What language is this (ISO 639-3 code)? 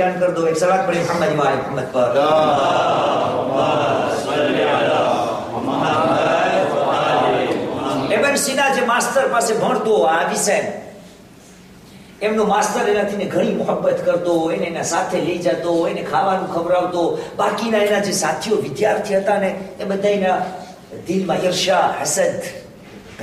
guj